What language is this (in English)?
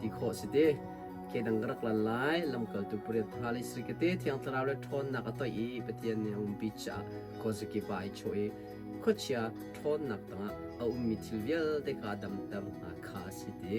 Hakha Chin